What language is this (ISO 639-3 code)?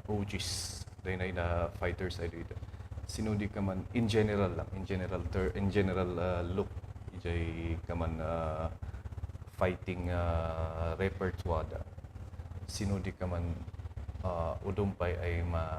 kne